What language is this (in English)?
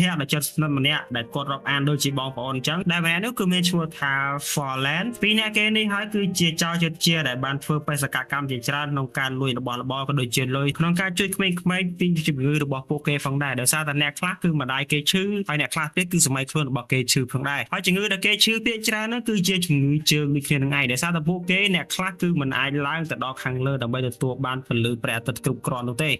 Khmer